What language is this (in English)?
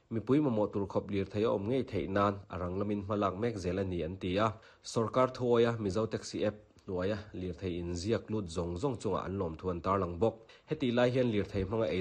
Mizo